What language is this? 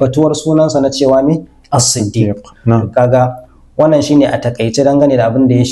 Hausa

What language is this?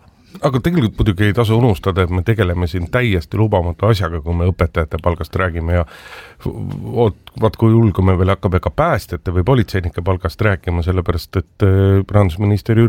Estonian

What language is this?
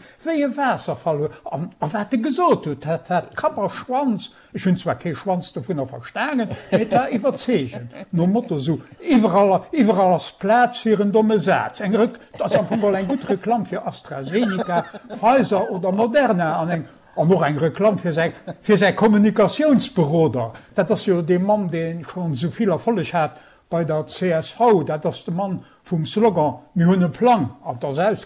Luxembourgish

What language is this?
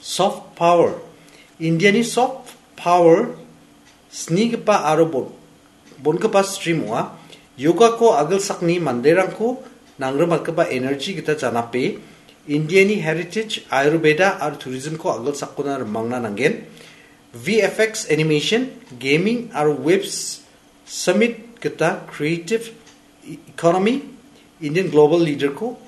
Garo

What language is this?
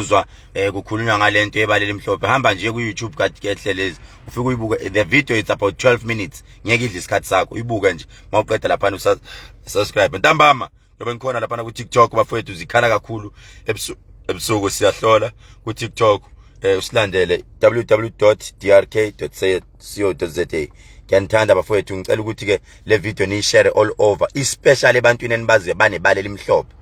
Zulu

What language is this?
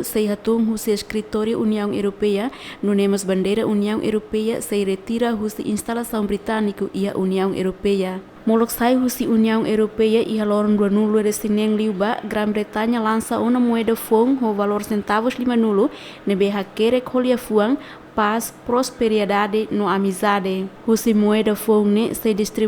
Tetum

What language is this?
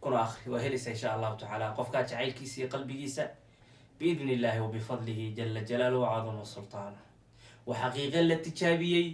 Somali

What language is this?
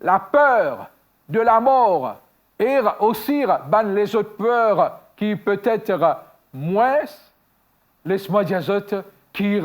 Morisyen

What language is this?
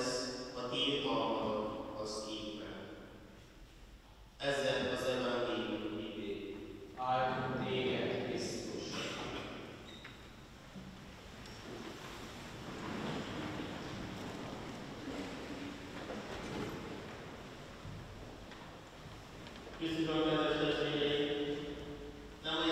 Hungarian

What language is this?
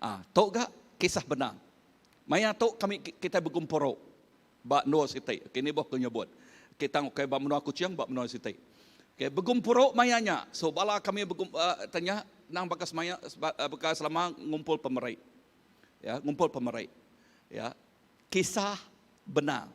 Iban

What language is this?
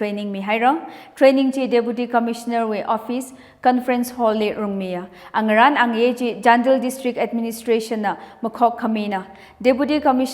Tangkhul Naga (India)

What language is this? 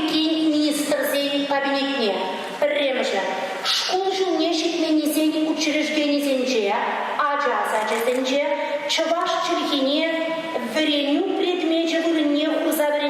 Chuvash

